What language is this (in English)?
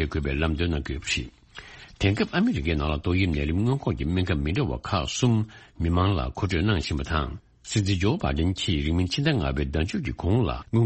Tibetan